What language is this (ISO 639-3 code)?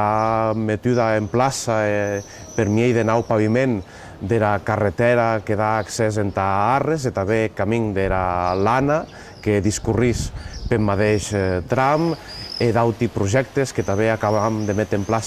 oci